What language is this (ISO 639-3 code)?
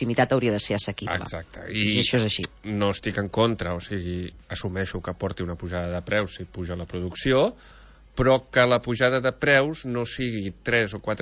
cat